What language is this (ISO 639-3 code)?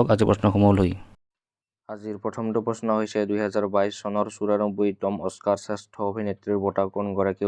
asm